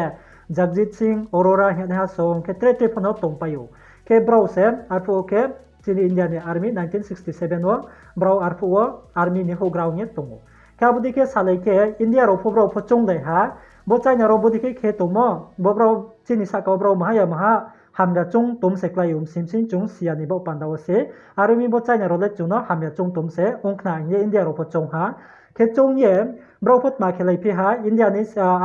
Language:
Riang (India)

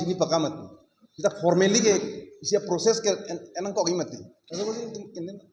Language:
Karbi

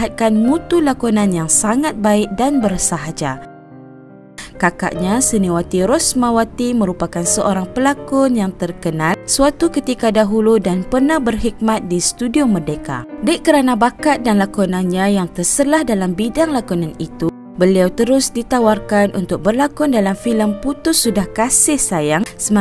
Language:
Malay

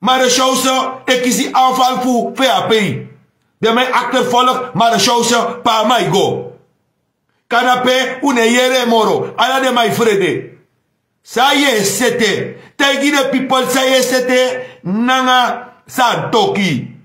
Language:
Sranan Tongo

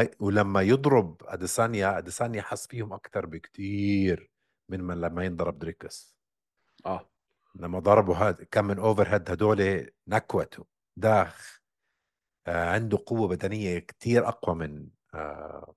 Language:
North Levantine Arabic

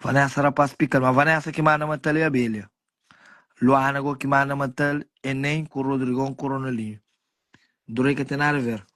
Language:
Kabuverdianu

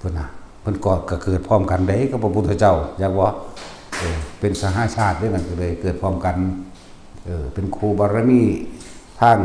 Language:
Northeastern Thai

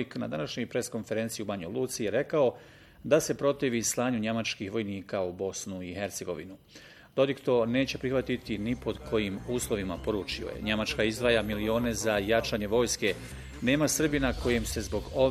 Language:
Bosnian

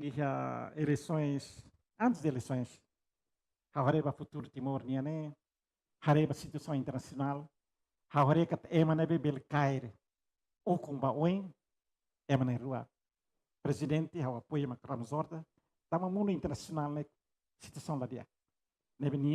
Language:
Tetum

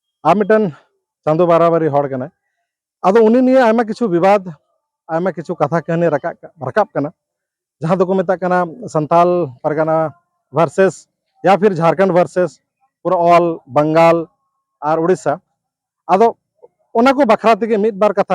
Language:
Santali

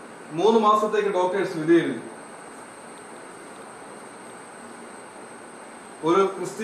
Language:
Malayalam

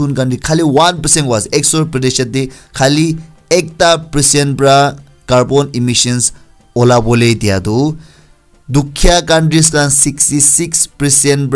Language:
Naga Pidgin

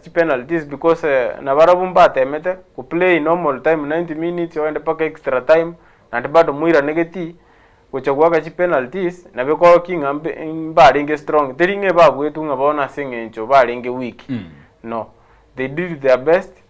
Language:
Gusii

